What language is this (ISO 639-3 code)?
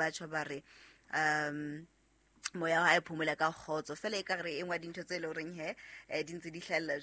sot